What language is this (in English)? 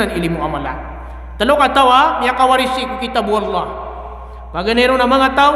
Maranao